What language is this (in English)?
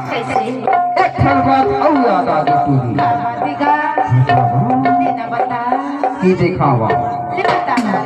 Chhattisgarhi